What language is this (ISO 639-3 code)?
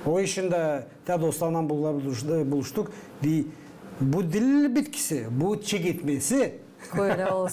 gag